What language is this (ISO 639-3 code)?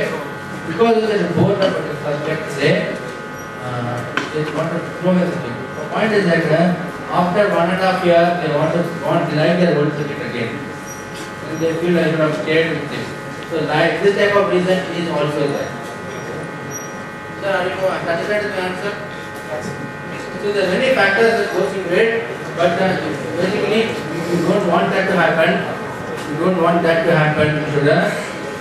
eng